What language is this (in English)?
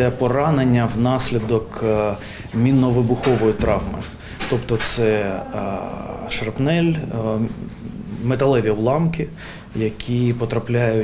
Ukrainian